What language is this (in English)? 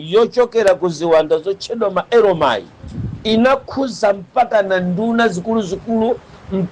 Nyanja